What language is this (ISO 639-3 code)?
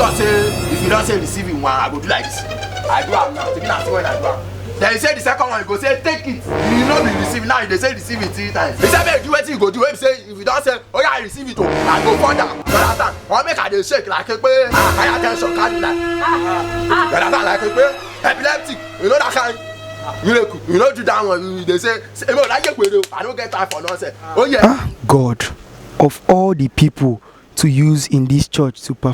pcm